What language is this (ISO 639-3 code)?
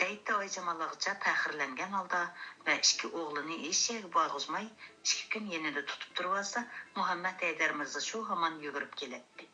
uig